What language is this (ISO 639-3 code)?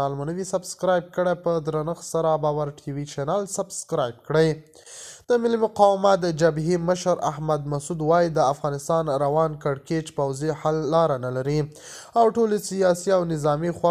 pus